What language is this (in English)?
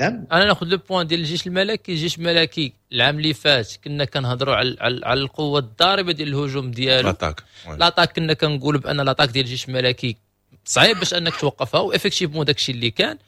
Moroccan Arabic